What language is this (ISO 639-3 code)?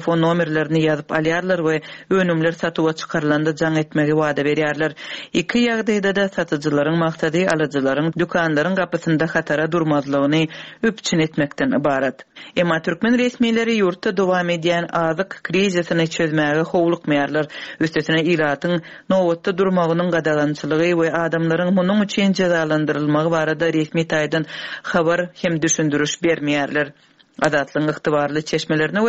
tuk